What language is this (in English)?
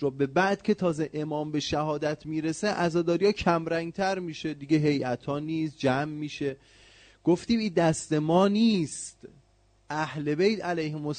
Persian